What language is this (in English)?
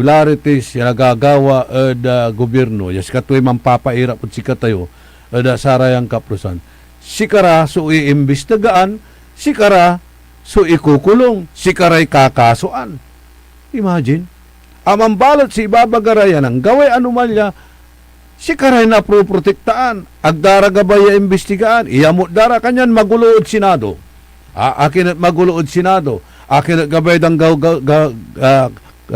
Pangasinan